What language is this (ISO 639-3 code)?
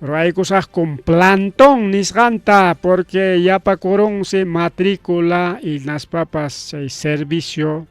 quy